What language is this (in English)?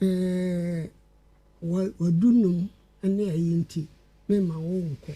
Akan